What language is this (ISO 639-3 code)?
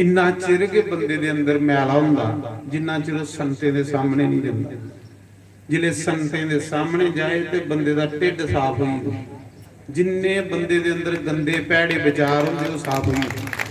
doi